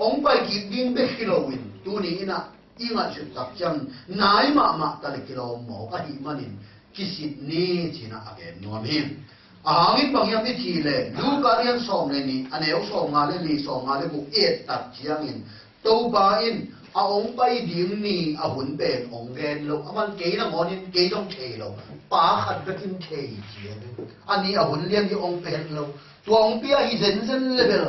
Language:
Tedim Chin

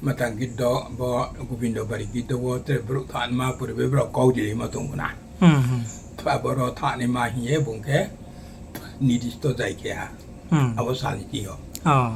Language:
Riang (India)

